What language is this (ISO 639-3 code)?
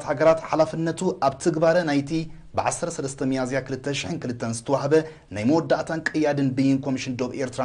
tir